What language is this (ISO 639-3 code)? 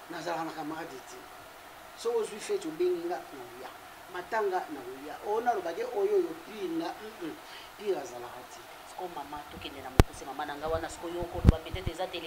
lin